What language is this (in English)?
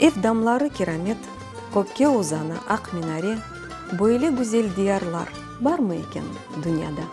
Crimean Tatar